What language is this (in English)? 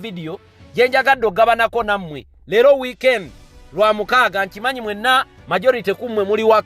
Ganda